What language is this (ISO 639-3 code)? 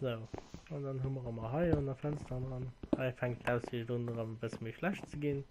ltz